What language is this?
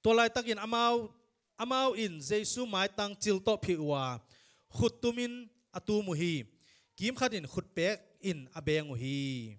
Tedim Chin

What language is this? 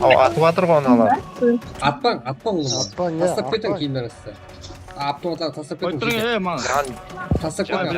Kara-Kalpak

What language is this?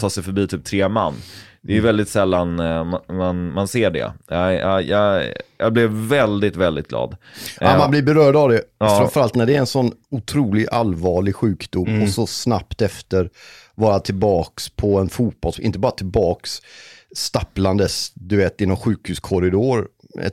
Swedish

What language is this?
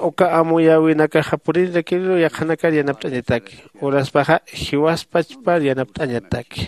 Aymara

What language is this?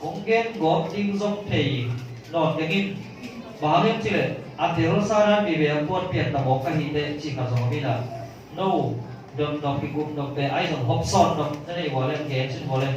Tedim Chin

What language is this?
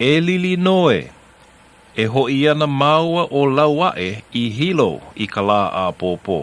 Hawaiian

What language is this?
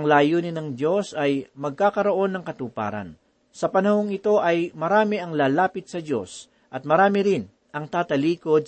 Filipino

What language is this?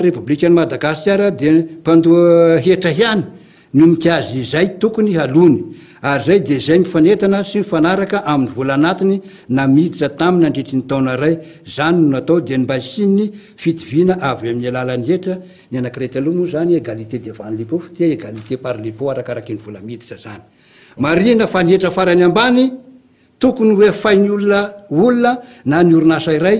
Malagasy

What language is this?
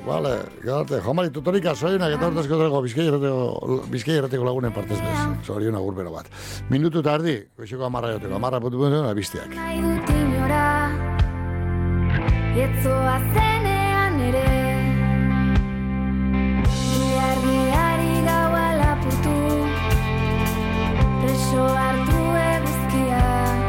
Basque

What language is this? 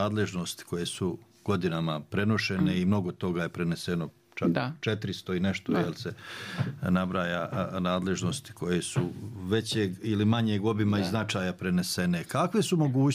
Bosnian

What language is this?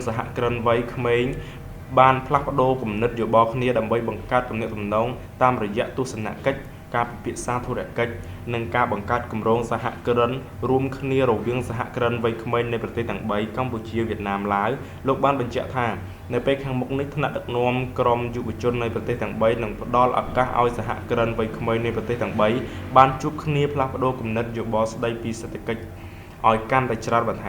Khmer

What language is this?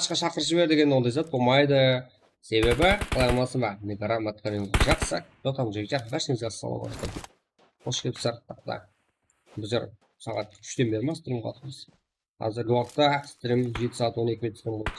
Kara-Kalpak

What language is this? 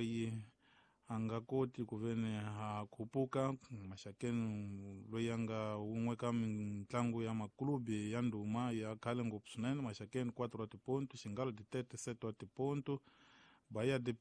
Tsonga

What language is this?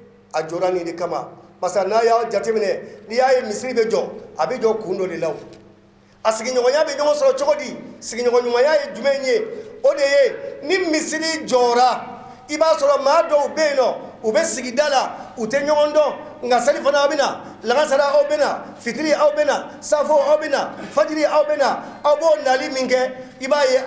Bambara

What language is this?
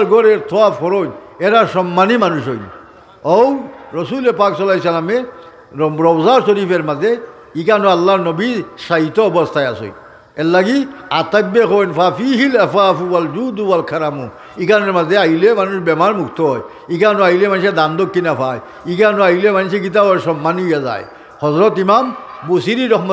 Sylheti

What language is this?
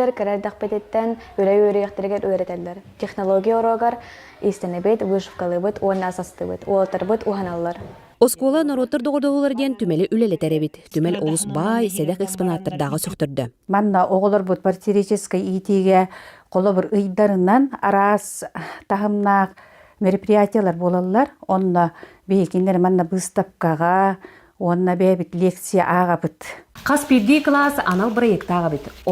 Yakut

